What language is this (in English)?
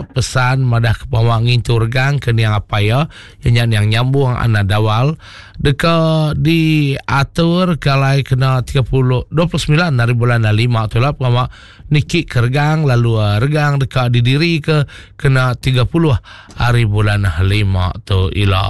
Iban